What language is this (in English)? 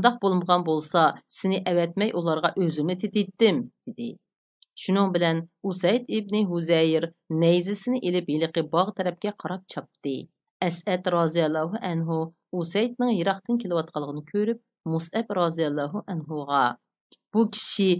Uyghur